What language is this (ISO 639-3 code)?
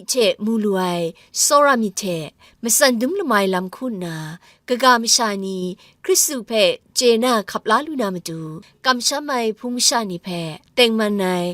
kac